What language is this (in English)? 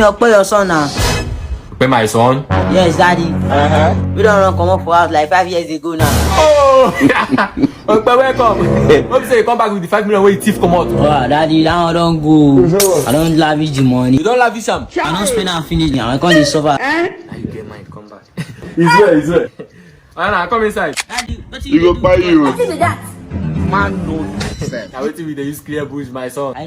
Nigerian Pidgin